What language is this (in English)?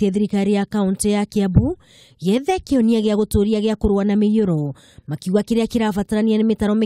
Kikuyu